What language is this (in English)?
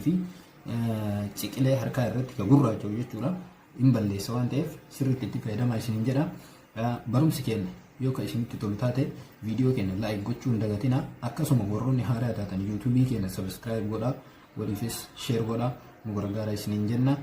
Oromo